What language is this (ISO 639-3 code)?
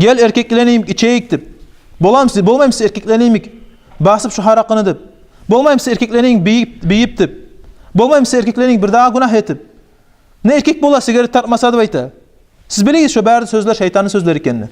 kum